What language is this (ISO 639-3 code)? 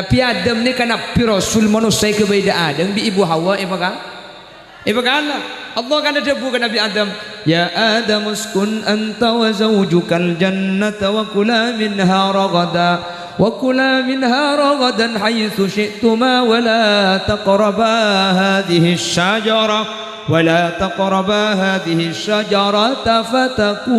mad